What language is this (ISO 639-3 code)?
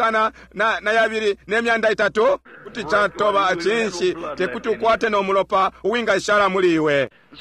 bem